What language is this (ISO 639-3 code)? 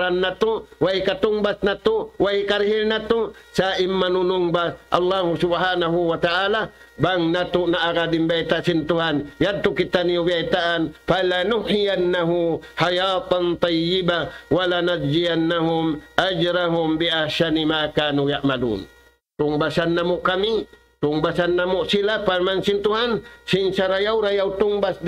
tsg